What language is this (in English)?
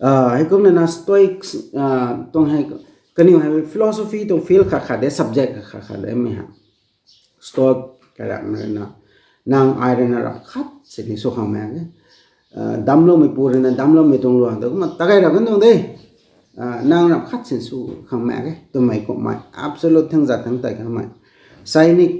Rongmei Naga